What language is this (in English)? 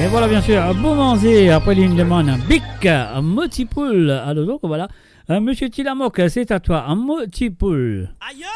Morisyen